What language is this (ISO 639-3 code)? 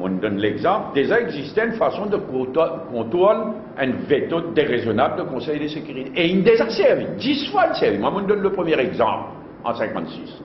mfe